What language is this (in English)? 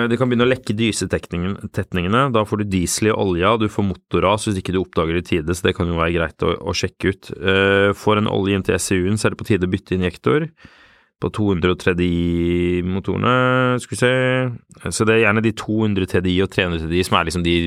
Norwegian